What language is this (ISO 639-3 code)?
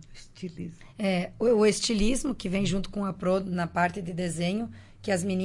por